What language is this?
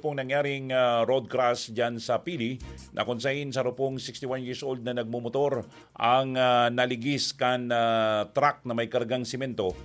Bikol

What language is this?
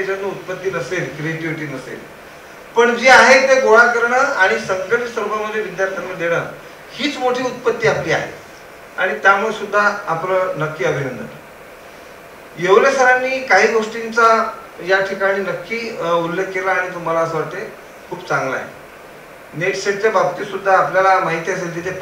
Marathi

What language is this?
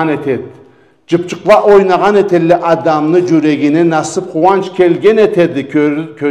Karachay-Balkar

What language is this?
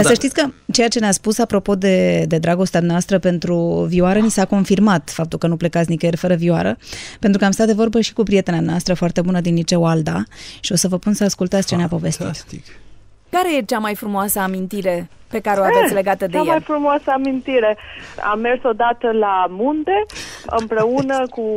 Romanian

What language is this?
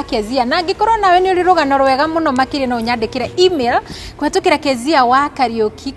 Kikuyu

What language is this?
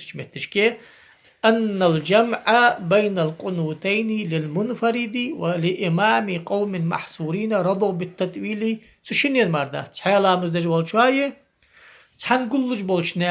Ingush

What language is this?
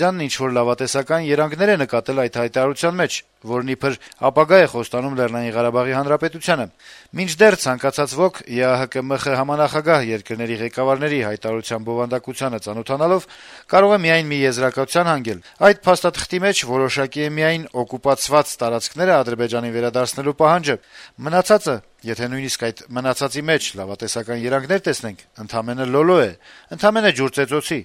Armenian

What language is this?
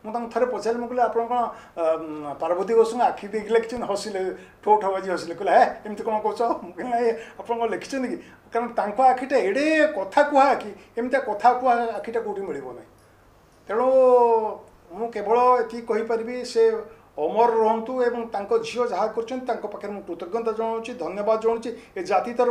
Odia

